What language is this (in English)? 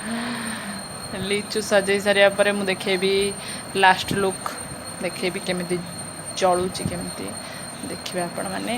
Odia